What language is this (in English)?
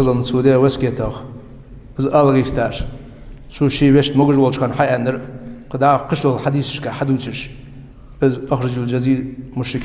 Ingush